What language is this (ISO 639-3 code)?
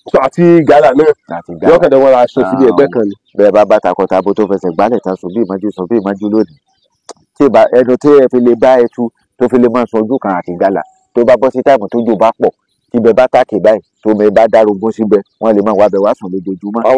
yor